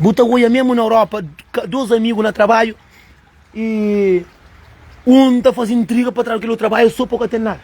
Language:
Kabuverdianu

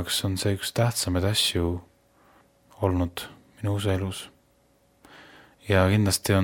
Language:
Estonian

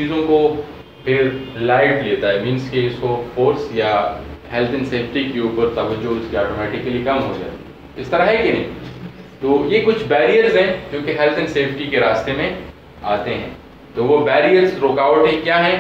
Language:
Urdu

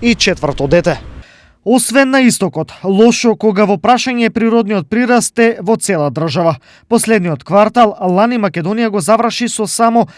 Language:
Macedonian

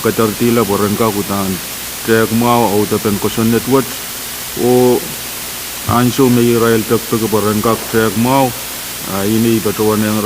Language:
Pohnpeian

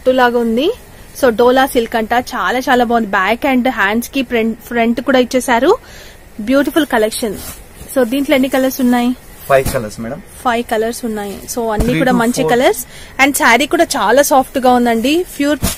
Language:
Telugu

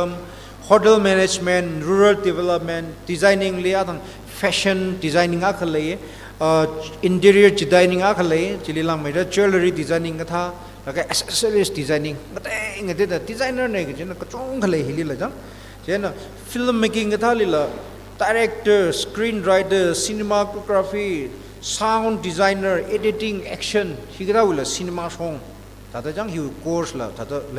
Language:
Tangkhul Naga (India)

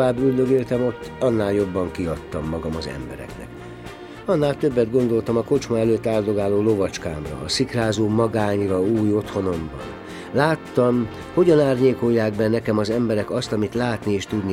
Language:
Hungarian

